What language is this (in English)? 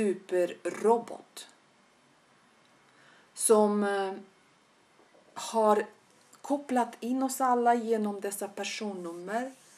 Swedish